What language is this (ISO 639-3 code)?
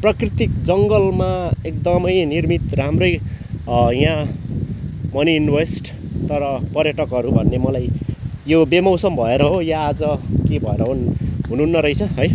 nep